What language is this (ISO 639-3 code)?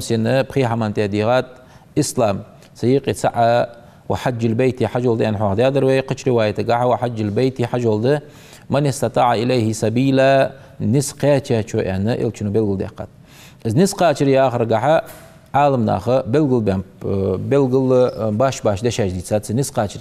inh